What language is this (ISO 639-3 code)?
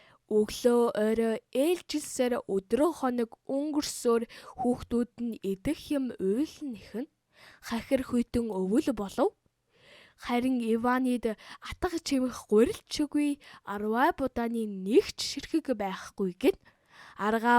mon